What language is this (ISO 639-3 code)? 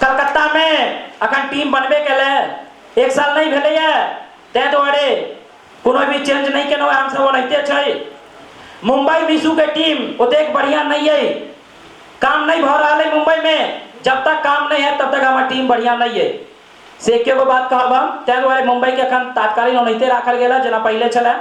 mai